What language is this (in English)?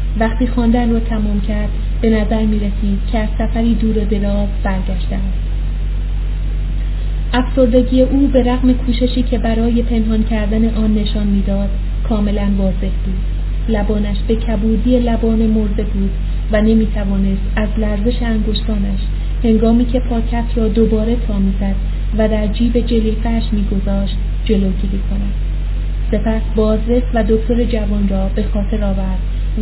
Persian